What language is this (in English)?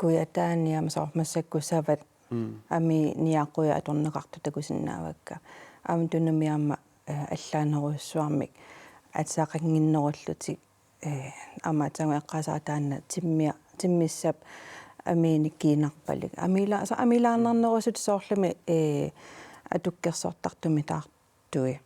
Kalaallisut